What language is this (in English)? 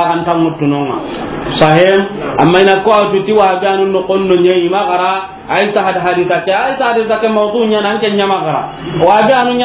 Soninke